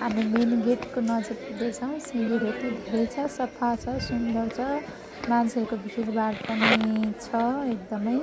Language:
Nepali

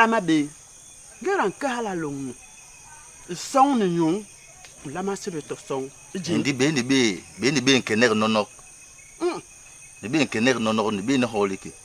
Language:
Basaa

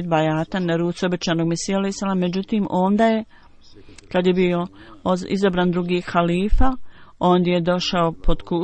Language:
Bosnian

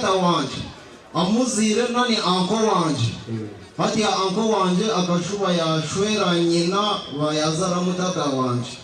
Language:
Nyankole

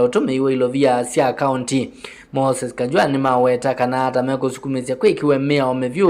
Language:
Kamba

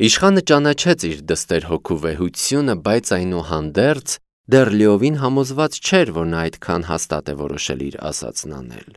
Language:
Armenian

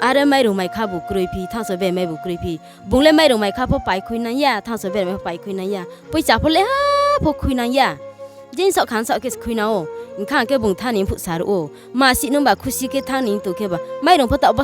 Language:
Riang (India)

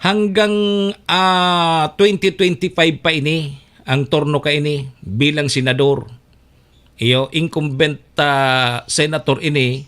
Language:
Bikol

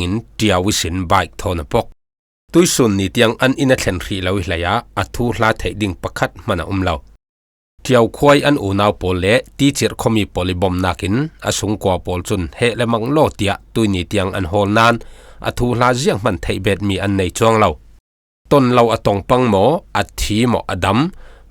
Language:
Falam Chin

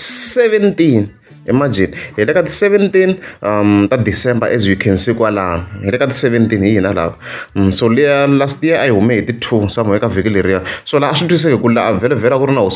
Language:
Tsonga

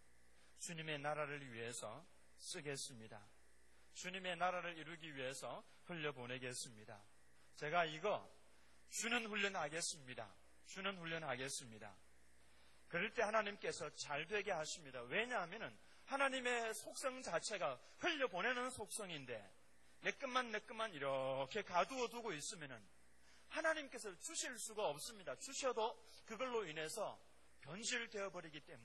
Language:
Korean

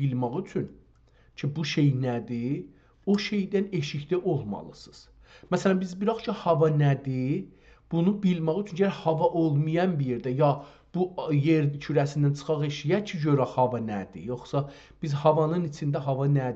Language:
South Azerbaijani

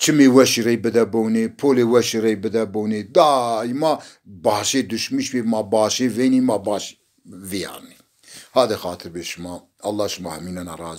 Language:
Zaza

